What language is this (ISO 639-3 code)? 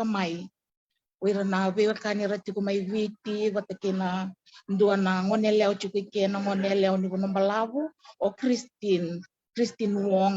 fij